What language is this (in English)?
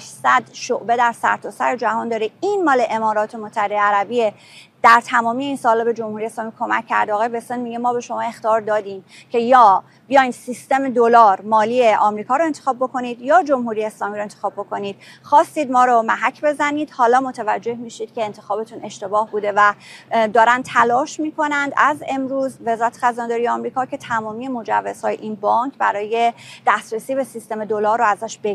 Persian